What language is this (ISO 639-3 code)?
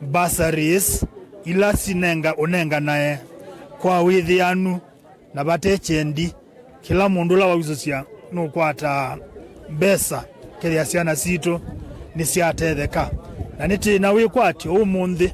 kam